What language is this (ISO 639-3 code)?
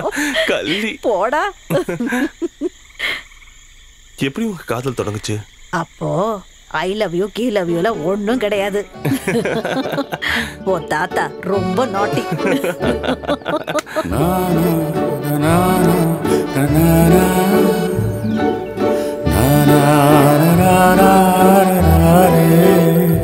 tam